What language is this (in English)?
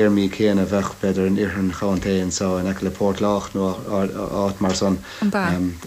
Irish